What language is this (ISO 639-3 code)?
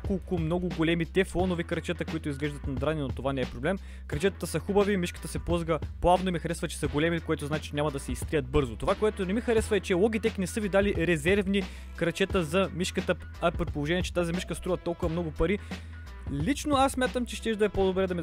bul